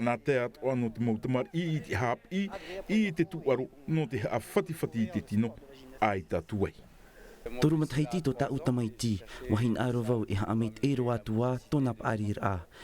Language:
Tahitian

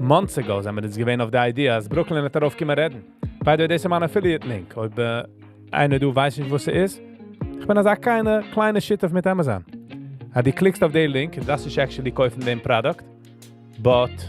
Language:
Yiddish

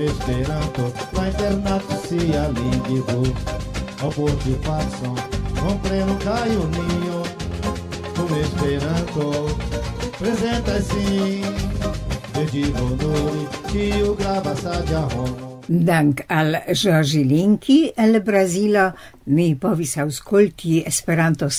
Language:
Esperanto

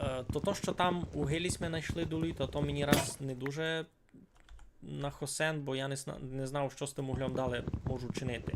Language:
Rusyn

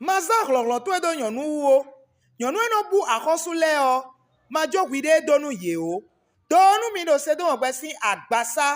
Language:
Fon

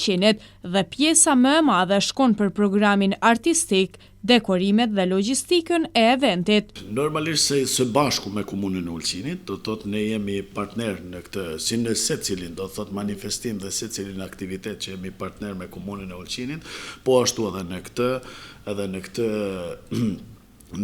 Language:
Albanian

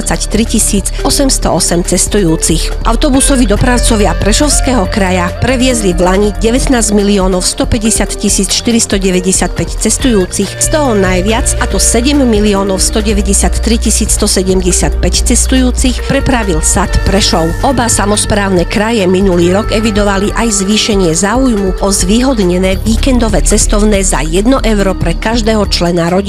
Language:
Slovak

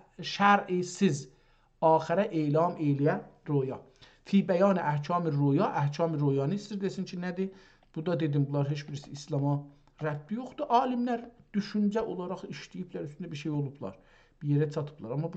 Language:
South Azerbaijani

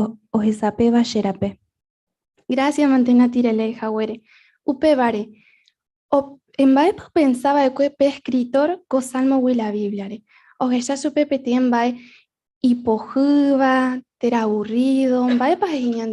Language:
Guarani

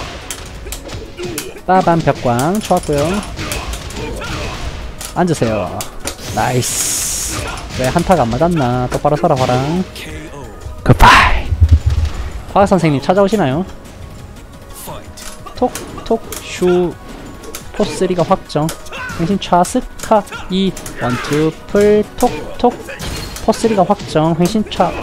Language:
Korean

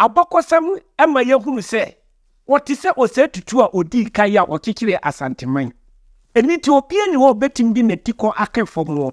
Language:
Akan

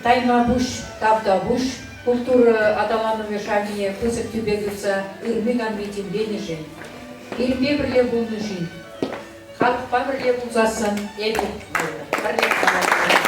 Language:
Chuvash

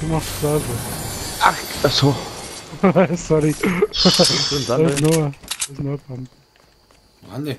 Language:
Bavarian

